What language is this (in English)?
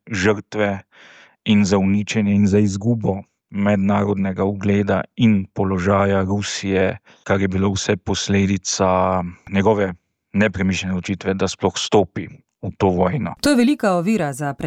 Slovenian